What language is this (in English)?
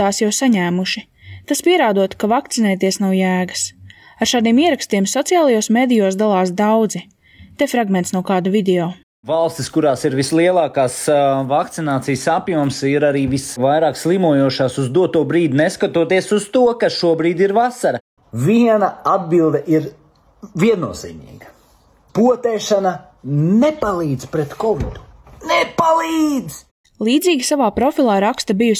Latvian